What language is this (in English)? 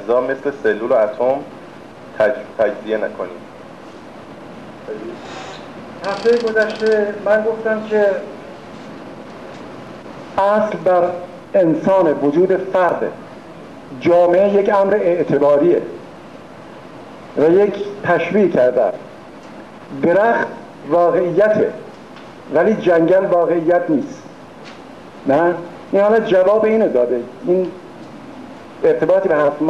Persian